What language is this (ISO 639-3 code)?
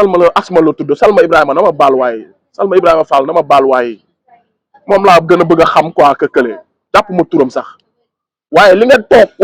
wol